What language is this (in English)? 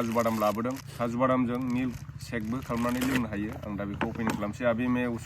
Bodo